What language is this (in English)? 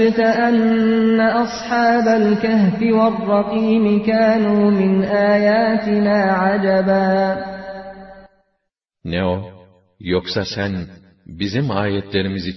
Turkish